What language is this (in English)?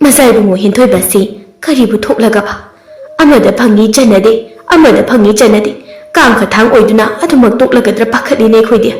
Manipuri